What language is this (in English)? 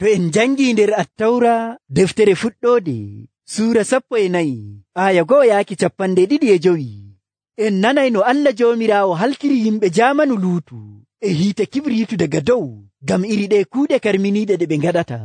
Nigerian Fulfulde